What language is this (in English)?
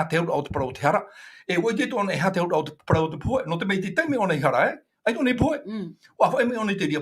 Tahitian